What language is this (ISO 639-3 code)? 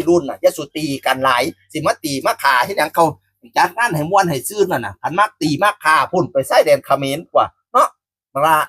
tts